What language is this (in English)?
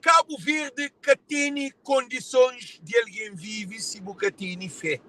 Kabuverdianu